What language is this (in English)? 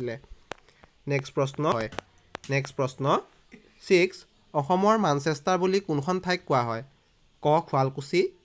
Assamese